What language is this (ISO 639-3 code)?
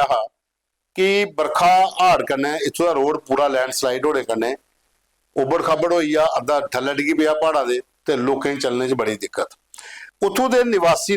doi